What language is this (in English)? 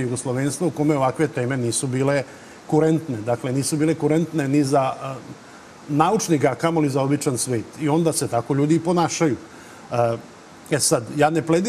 Serbian